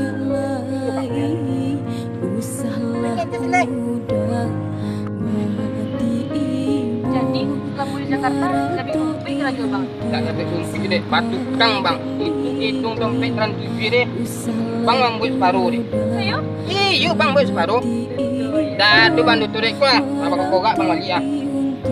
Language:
Minangkabau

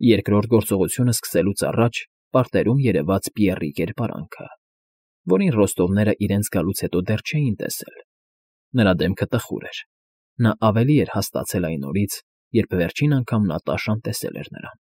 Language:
Armenian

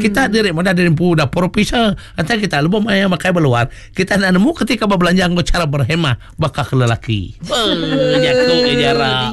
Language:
Iban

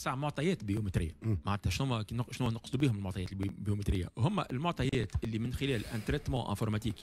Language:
Tunisian Arabic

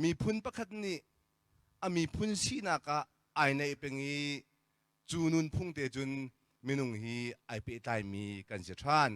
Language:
Hakha Chin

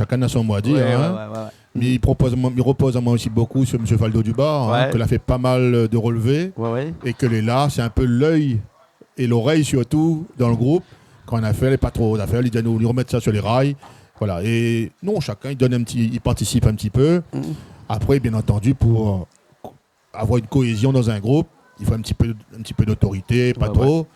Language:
Réunion Creole French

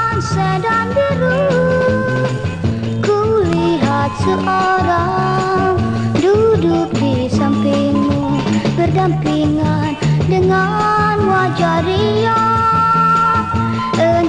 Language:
Indonesian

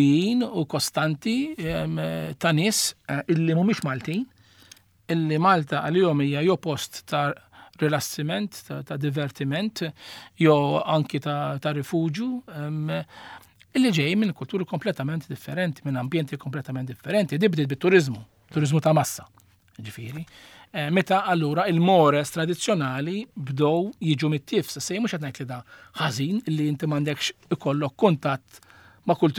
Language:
Maltese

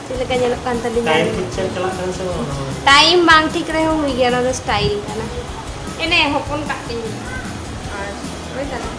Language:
Santali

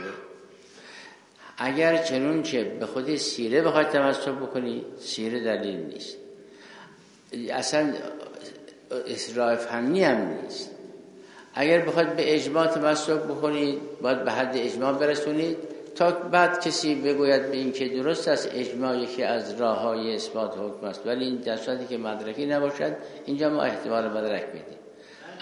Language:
Persian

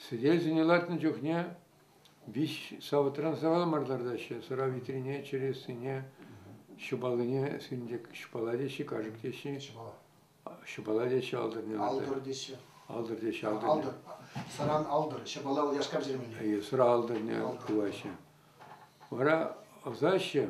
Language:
Chuvash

